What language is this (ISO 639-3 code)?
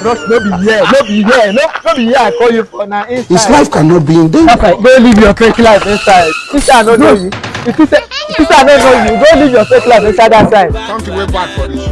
pcm